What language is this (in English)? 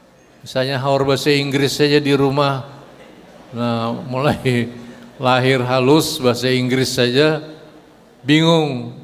Banjar